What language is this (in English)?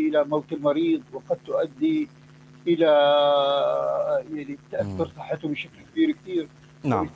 Arabic